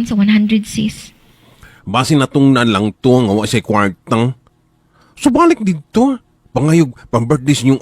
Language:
Cebuano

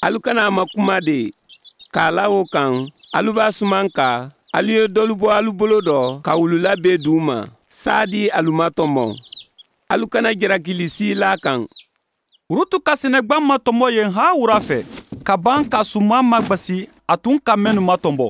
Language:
Bambara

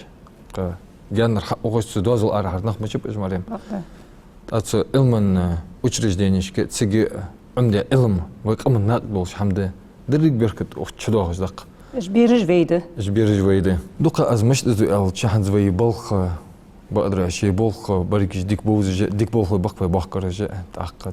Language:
Ingush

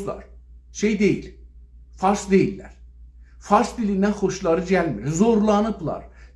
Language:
South Azerbaijani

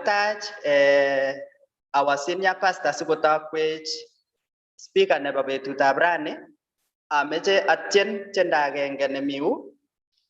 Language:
Kalenjin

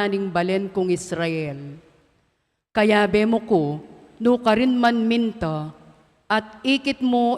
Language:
Pampanga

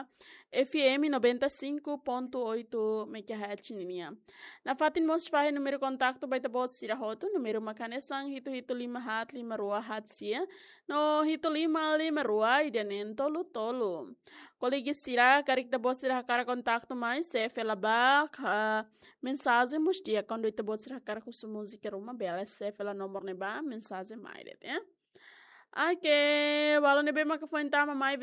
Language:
Tetum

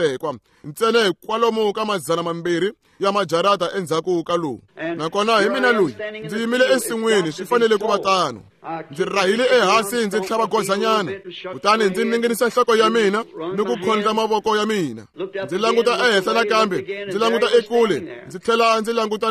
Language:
Tsonga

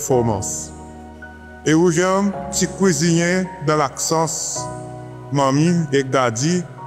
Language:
Seselwa Creole French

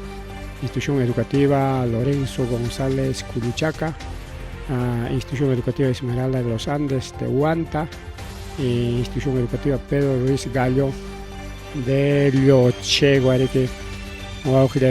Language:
Ayacucho Quechua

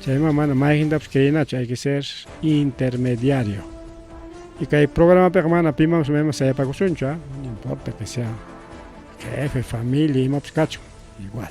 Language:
Ayacucho Quechua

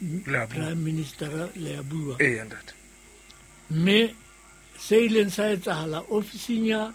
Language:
Southern Sotho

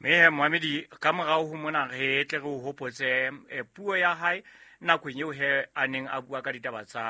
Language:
Southern Sotho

